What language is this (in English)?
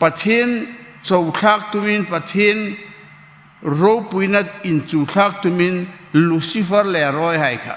Hmar